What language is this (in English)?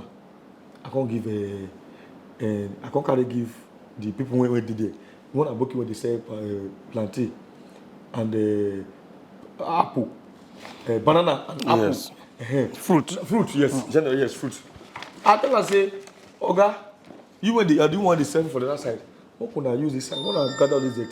Nigerian Pidgin